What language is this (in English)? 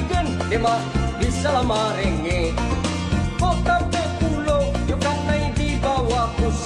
Minangkabau